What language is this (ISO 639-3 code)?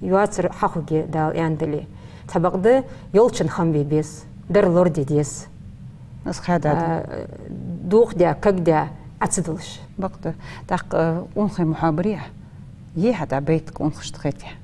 inh